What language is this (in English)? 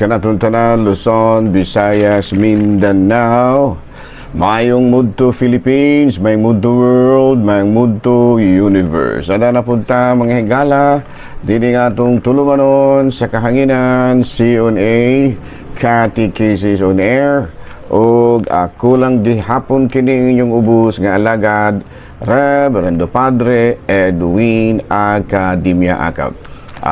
Cebuano